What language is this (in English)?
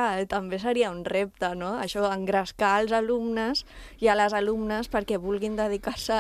Catalan